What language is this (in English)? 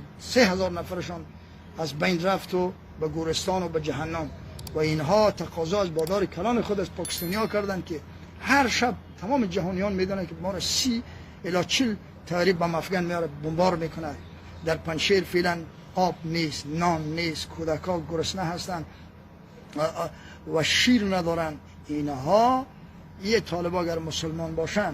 Persian